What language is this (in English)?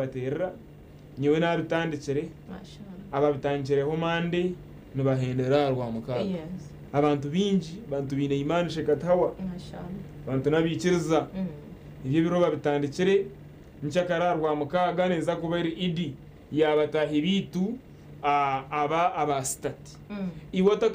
Nyankole